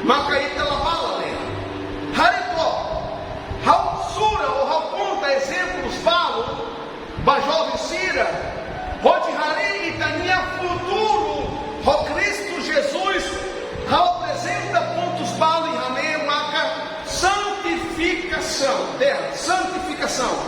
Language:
Tetum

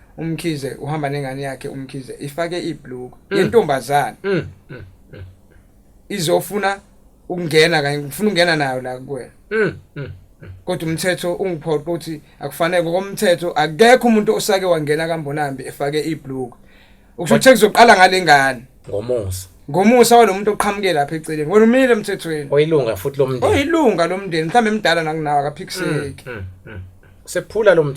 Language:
Zulu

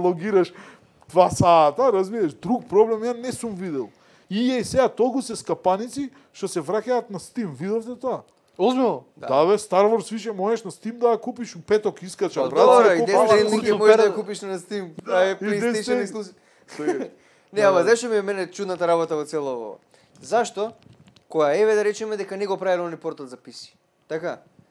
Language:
Macedonian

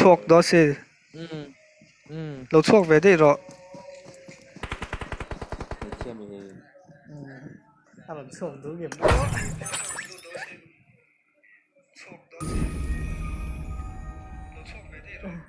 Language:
Vietnamese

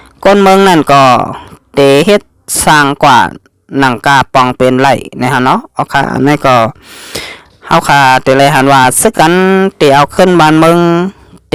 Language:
Shan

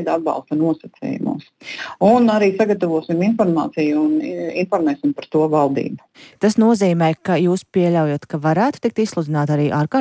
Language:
Latvian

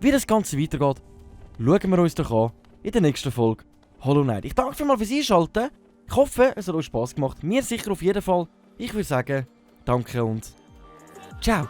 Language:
Swiss German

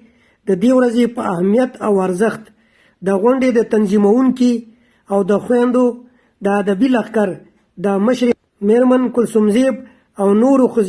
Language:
Pashto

